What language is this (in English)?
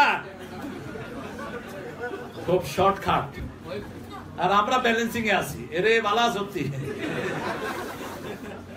Bangla